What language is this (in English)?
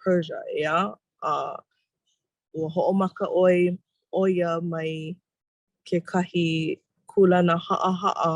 Hawaiian